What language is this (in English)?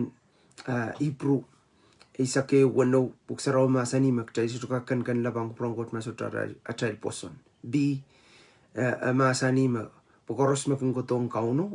Pohnpeian